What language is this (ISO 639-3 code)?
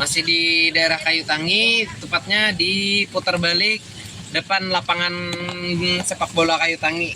bjn